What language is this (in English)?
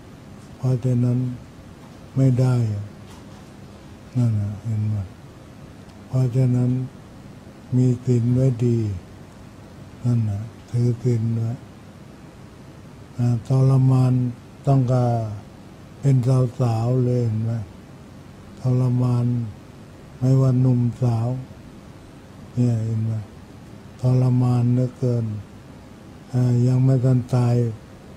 Thai